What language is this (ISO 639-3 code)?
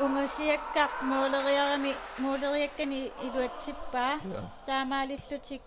kal